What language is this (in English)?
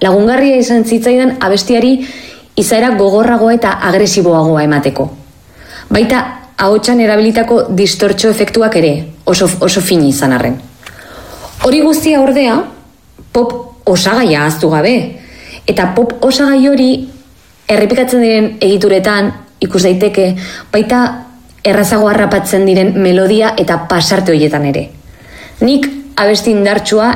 Basque